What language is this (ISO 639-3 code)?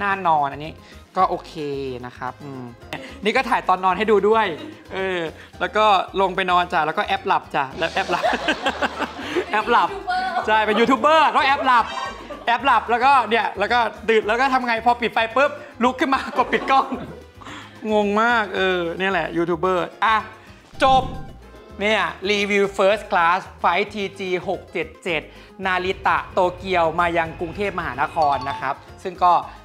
tha